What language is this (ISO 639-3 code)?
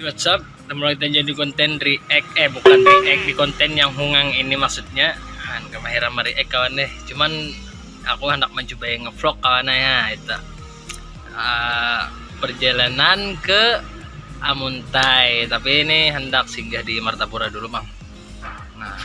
bjn